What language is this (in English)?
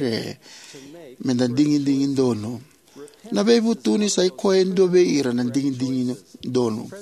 Fijian